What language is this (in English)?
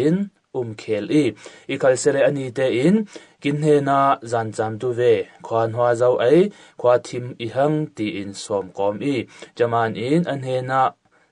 Falam Chin